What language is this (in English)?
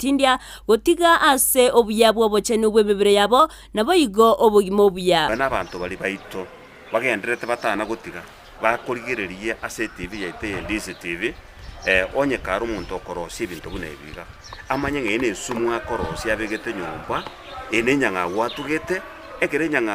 Gusii